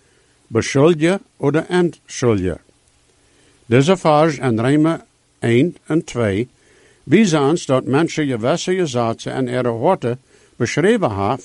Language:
Plautdietsch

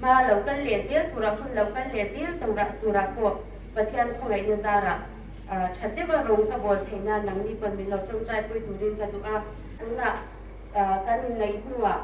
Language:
Hmar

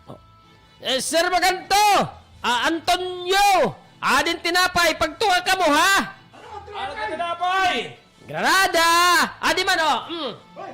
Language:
Waray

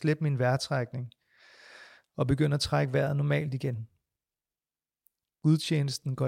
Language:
Danish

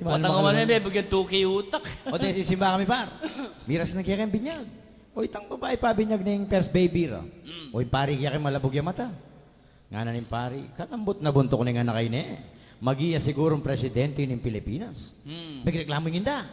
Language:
Pampanga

